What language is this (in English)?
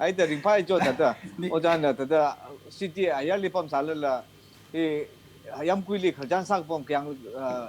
Tangkhul Naga (India)